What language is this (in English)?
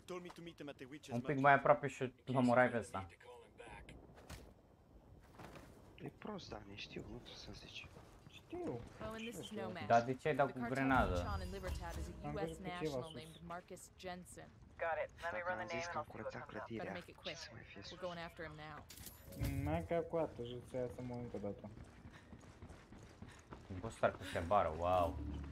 Romanian